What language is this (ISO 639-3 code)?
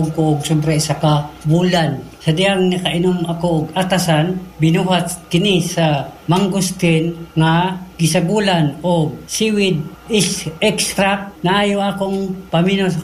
ceb